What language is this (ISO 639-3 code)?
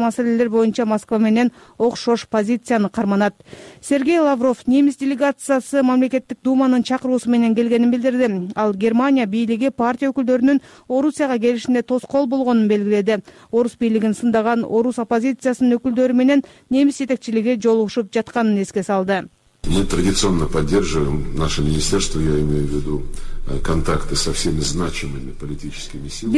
kir